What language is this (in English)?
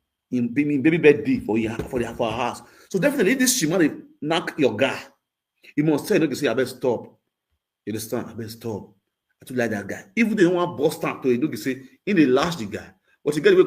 Nigerian Pidgin